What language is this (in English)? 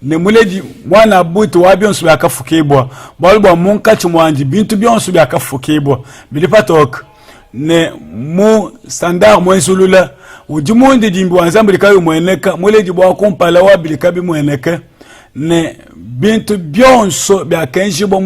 Luba-Lulua